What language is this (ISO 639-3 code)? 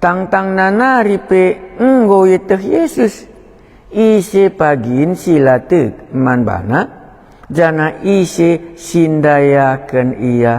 btx